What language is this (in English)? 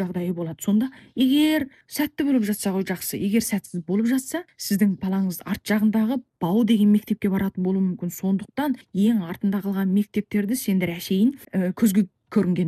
Kazakh